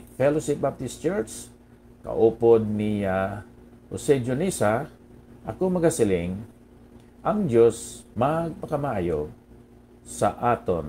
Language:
Hiligaynon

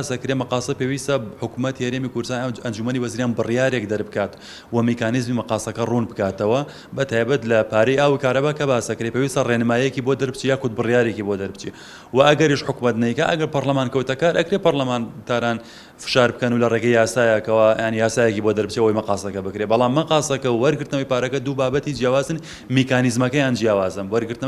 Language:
Central Kurdish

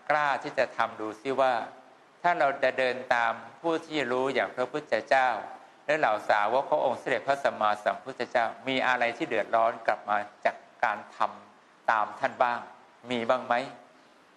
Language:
Thai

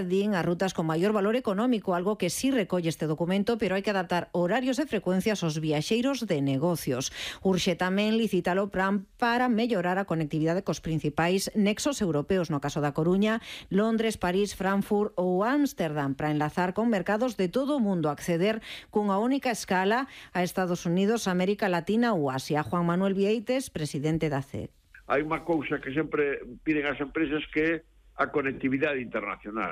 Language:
Galician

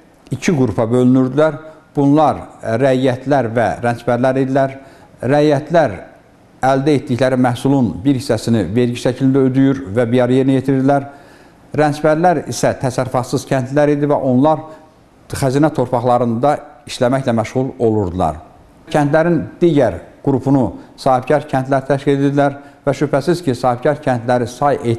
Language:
Azerbaijani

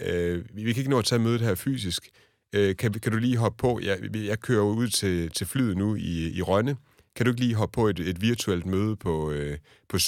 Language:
Danish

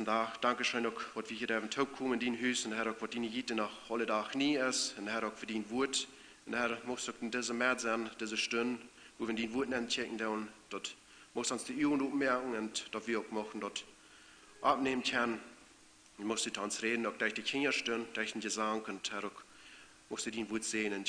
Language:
Plautdietsch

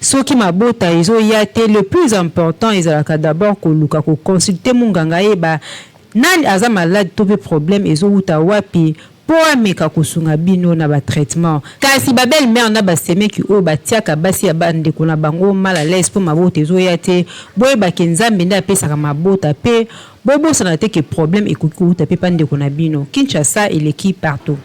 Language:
Lingala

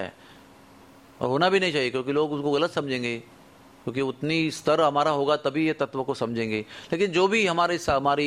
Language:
Hindi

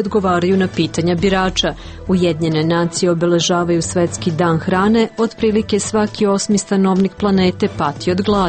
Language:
Serbian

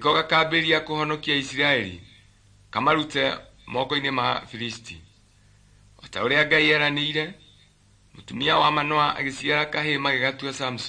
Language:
Kikuyu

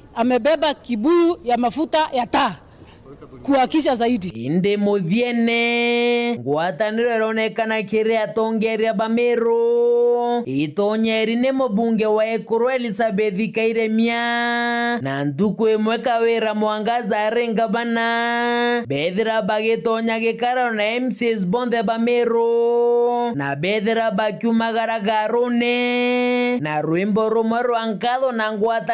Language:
Meru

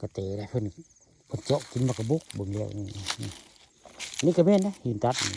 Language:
Northeastern Thai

